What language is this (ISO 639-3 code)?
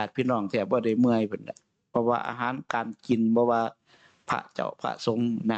tts